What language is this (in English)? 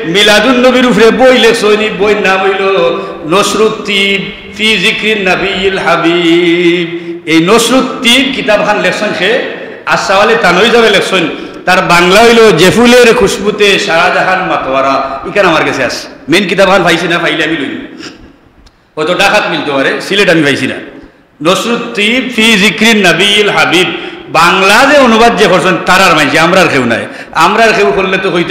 Sylheti